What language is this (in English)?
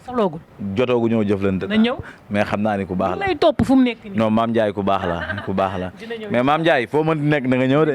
Wolof